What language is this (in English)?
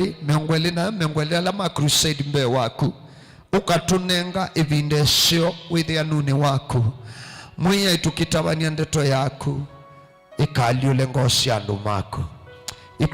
Kamba